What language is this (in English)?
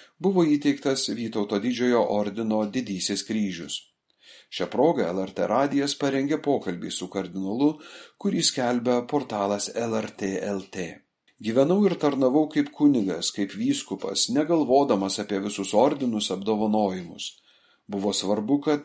Lithuanian